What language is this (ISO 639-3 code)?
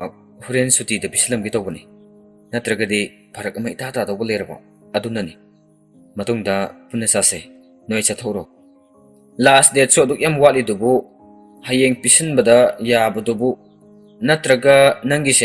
mni